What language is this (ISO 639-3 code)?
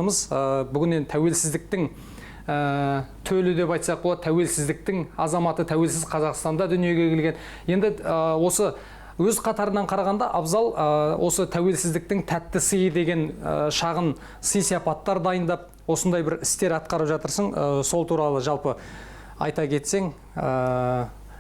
kaz